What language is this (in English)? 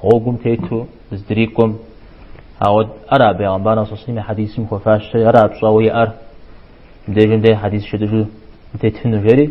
Kabardian